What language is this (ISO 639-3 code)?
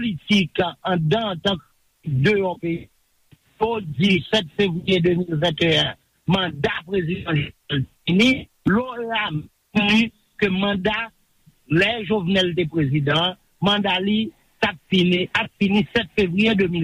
hat